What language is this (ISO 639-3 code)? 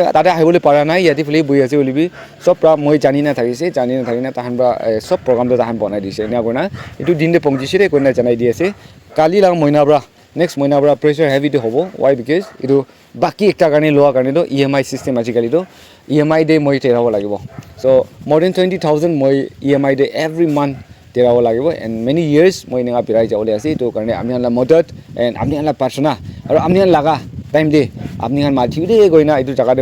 nag